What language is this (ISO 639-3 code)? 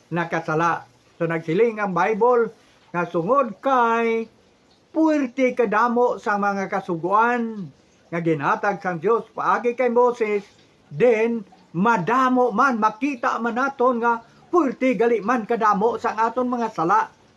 hil